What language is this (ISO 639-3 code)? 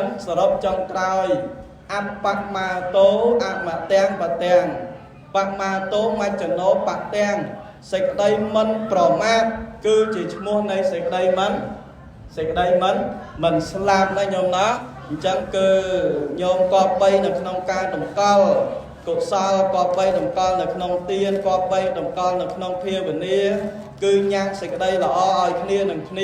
khm